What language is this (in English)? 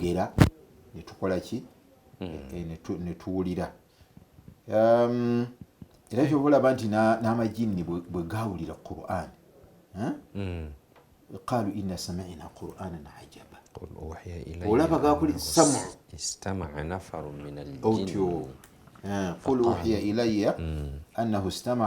Ganda